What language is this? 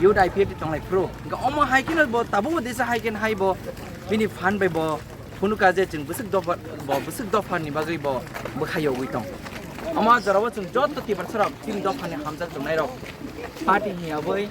Kok Borok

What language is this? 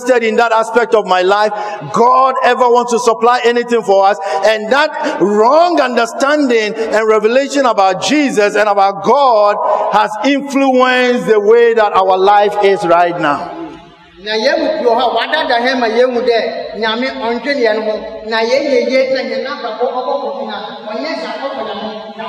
English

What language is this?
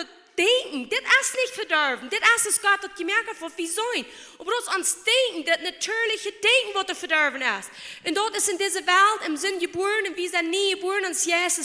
Plautdietsch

